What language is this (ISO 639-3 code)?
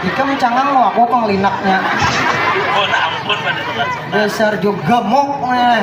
bjn